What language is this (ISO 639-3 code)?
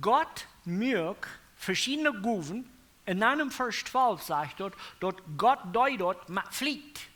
pdt